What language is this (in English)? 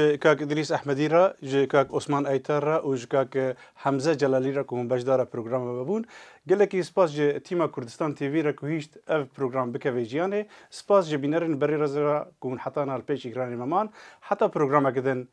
Kurdish